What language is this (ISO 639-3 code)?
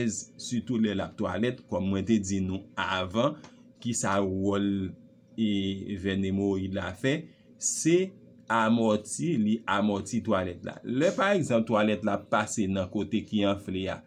hat